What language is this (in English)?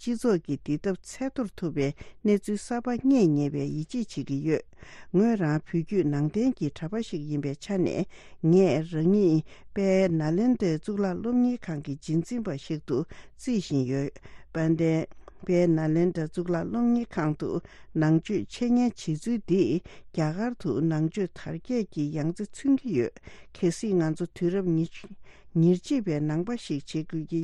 Tibetan